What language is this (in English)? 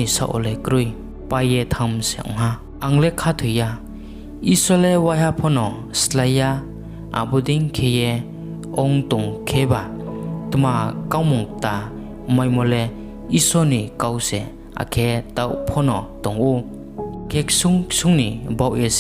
Riang (India)